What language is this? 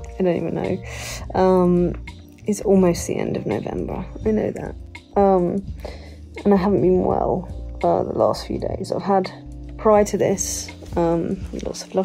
English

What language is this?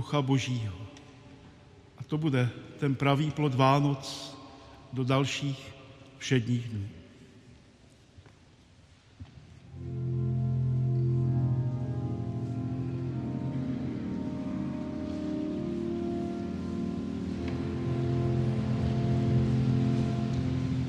Czech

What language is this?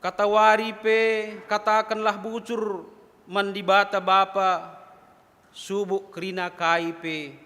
Batak Karo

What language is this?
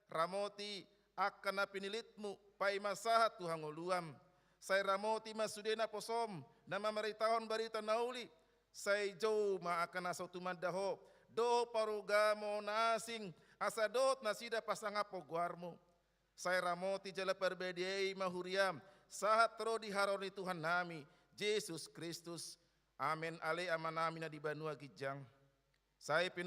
Batak Toba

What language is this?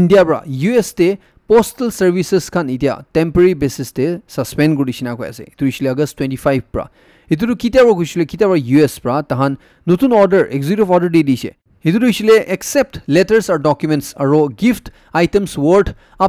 Naga Pidgin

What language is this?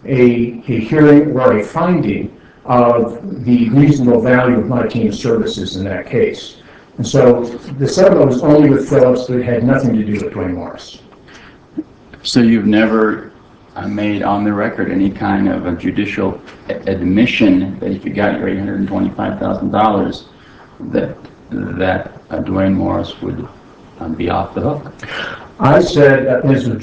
English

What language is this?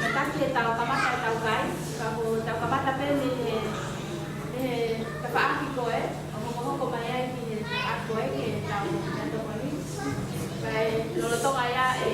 Tongan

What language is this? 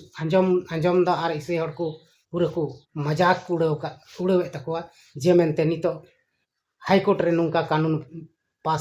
Santali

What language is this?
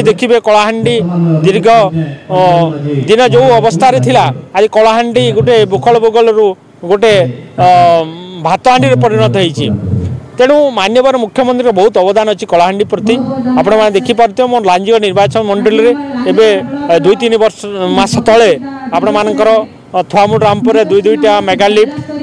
Odia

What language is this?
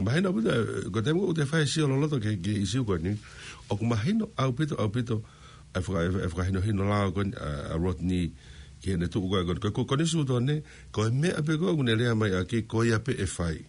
Tongan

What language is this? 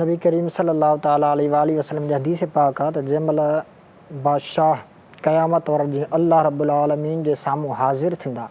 Sindhi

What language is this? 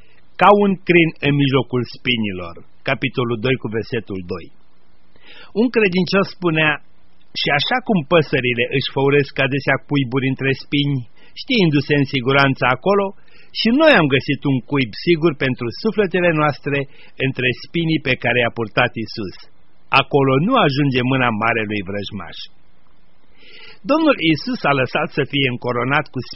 Romanian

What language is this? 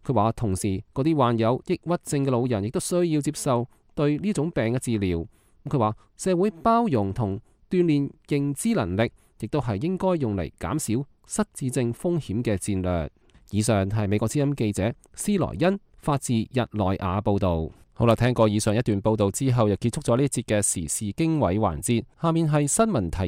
Cantonese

